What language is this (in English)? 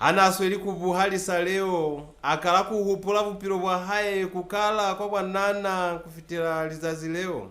Lozi